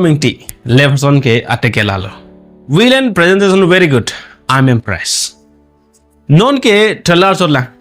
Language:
Karbi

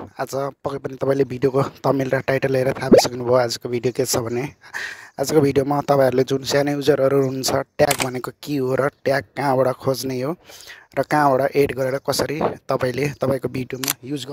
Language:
Nepali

